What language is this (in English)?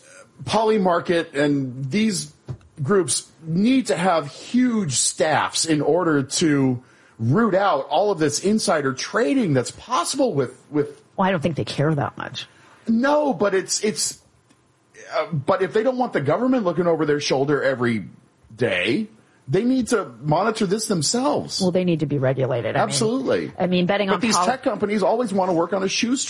English